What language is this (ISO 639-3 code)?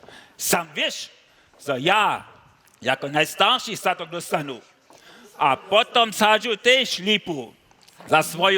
hsb